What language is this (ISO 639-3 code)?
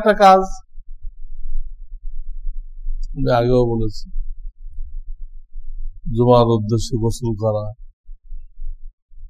ben